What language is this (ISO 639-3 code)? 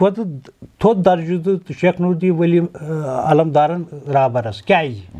kas